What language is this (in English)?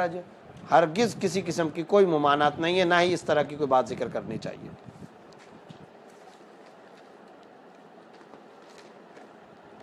Urdu